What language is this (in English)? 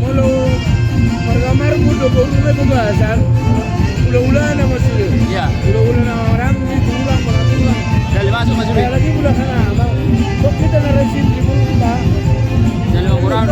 Batak Toba